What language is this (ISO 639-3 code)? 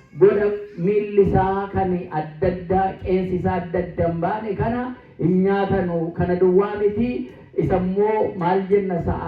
orm